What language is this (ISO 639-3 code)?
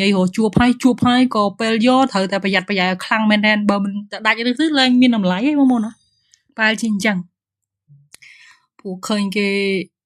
khm